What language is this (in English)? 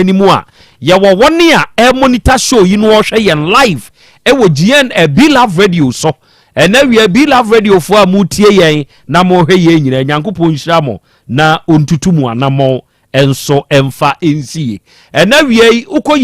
Akan